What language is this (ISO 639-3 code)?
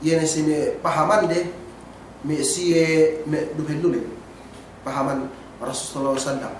yka